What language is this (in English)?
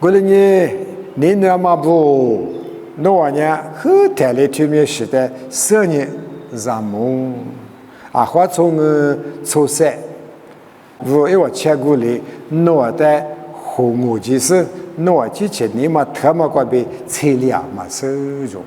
Lisu